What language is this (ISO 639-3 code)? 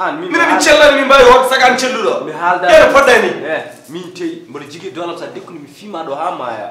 ful